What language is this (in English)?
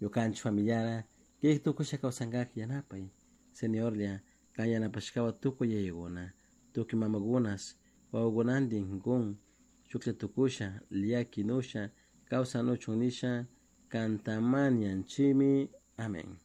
Chimborazo Highland Quichua